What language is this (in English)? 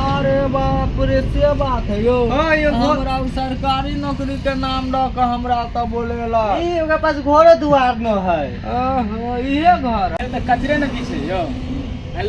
Maithili